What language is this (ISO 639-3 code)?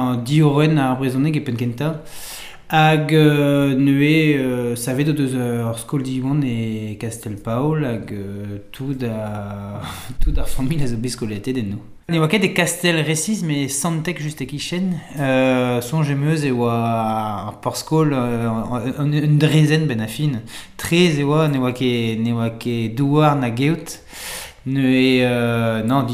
bre